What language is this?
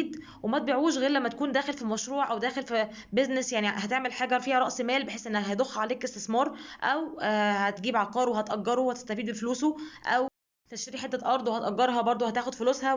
Egyptian Arabic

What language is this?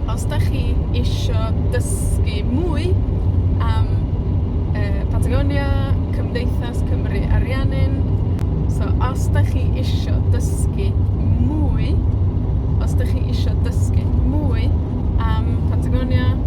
Welsh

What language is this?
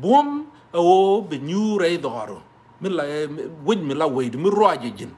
Nuer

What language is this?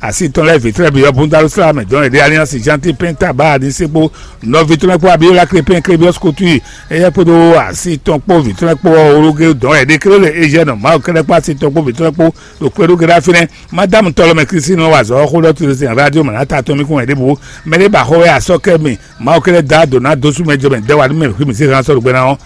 Fon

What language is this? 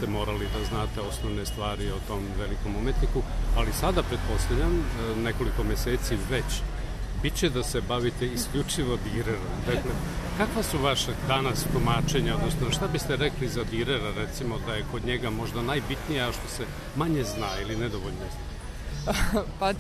Serbian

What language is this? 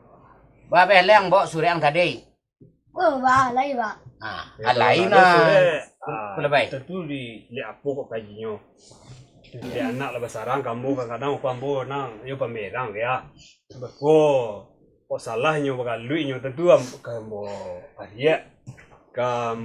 Minangkabau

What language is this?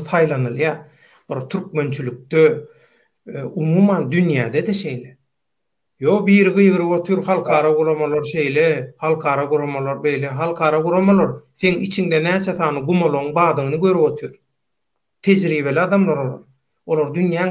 Turkmen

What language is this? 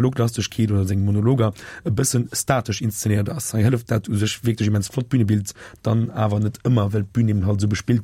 Luxembourgish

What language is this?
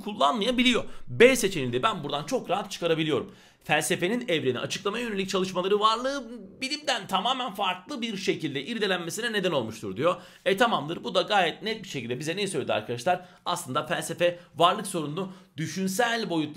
Turkish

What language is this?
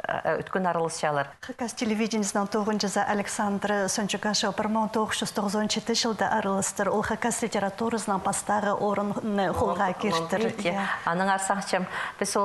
Khakas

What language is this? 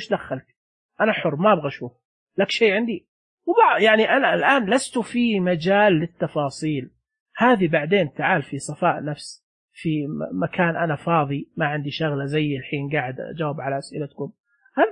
Najdi Arabic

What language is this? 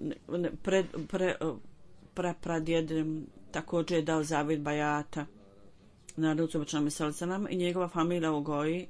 Bosnian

